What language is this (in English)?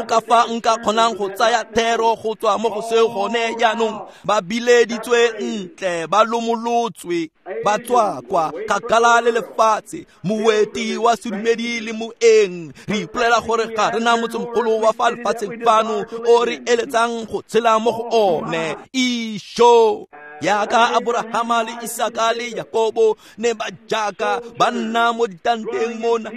Tswana